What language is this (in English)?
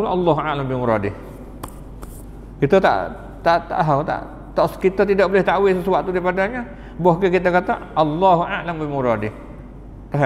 Malay